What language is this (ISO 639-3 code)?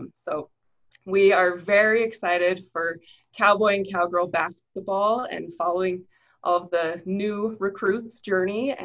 eng